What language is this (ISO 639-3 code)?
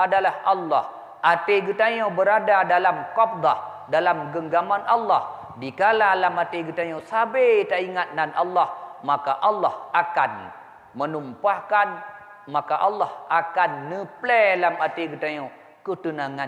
ace